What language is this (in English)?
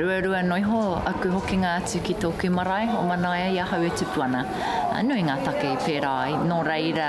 Māori